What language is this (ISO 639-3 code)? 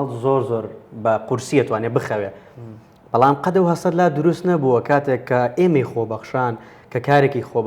ckb